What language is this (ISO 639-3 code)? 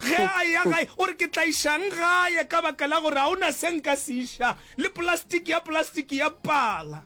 nso